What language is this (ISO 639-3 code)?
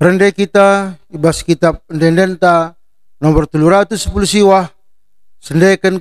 btx